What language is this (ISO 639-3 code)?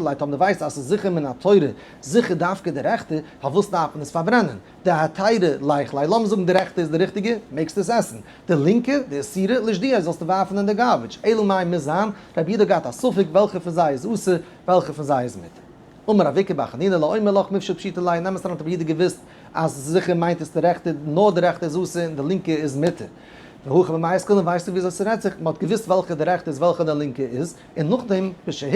yid